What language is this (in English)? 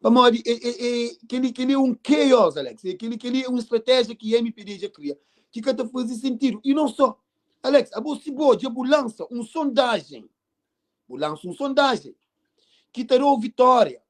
Kabuverdianu